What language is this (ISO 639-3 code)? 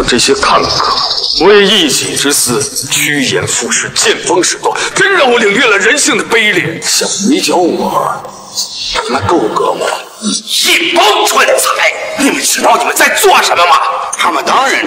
zho